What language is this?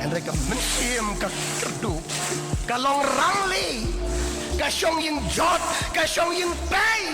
Khasi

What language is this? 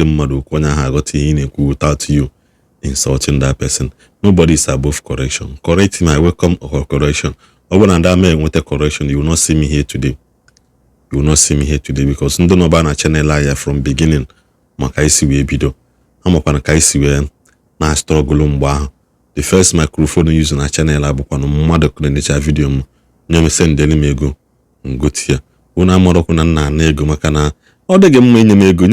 Igbo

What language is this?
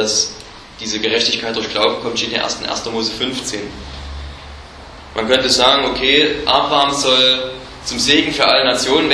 German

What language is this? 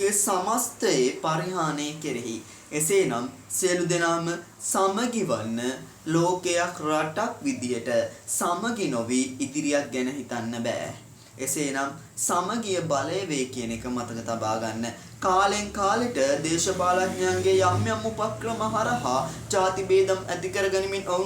Sinhala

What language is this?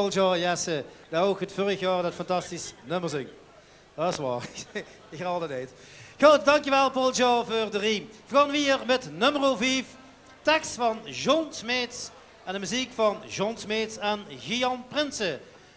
Limburgish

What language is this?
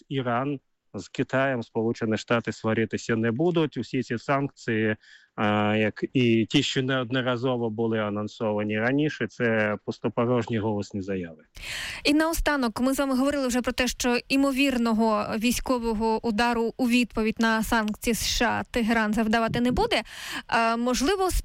Ukrainian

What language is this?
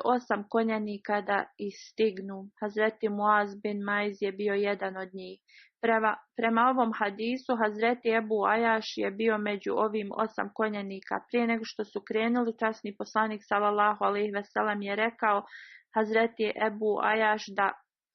Bosnian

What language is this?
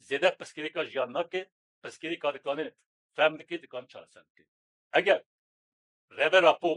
Kurdish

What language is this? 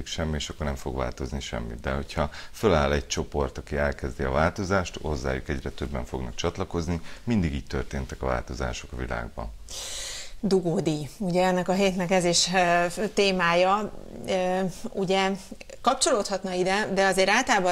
Hungarian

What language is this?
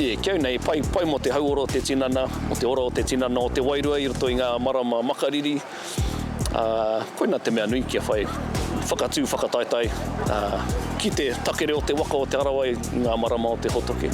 Māori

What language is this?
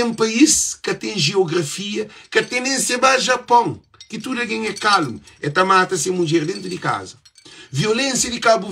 Kabuverdianu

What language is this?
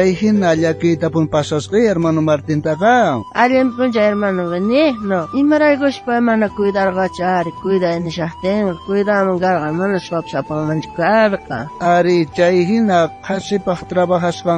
South Bolivian Quechua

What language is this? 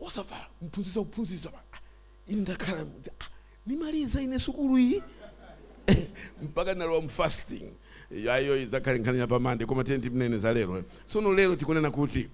Nyanja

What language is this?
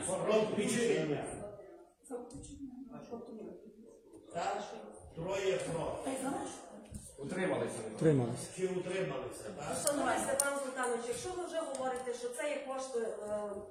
Ukrainian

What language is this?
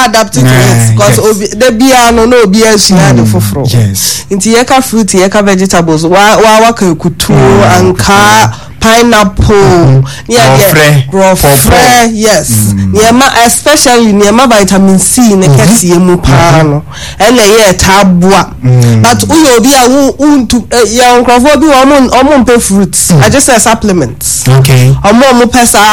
Akan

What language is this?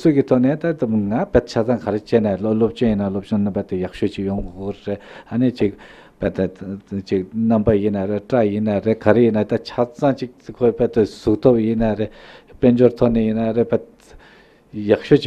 Tibetan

